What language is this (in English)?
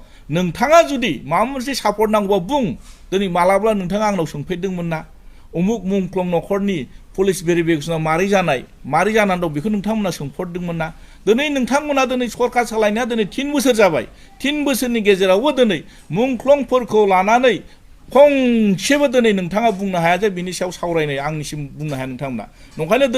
Bodo